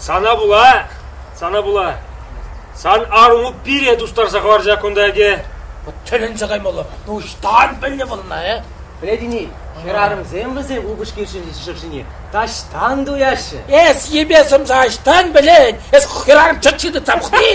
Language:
Chuvash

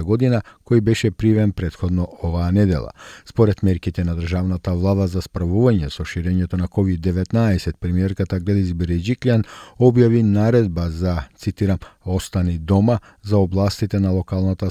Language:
Macedonian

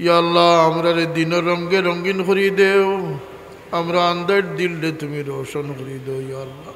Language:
Sylheti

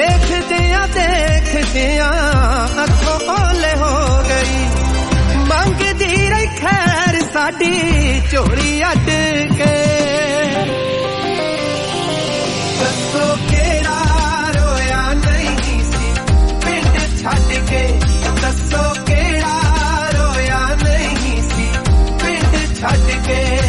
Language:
Punjabi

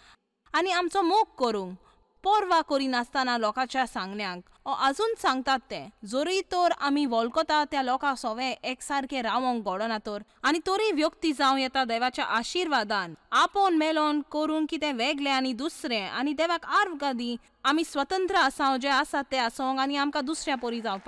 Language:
Konkani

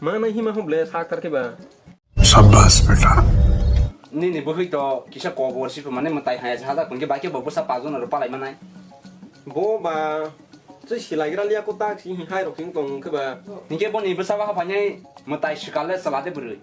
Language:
Kok Borok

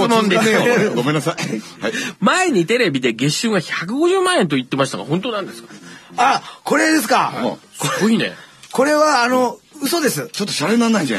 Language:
Japanese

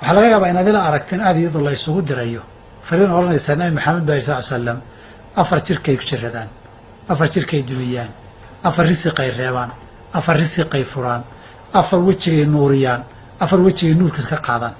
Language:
Somali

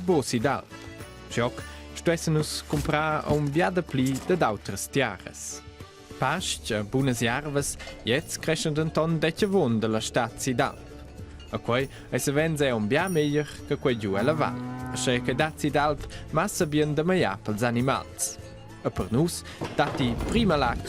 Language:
Romansh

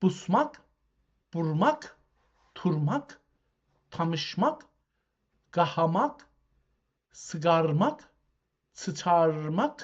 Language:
South Azerbaijani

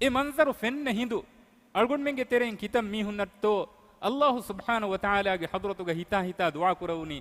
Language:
Divehi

